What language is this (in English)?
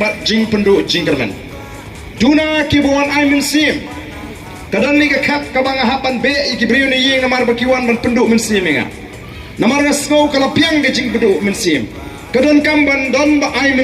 Khasi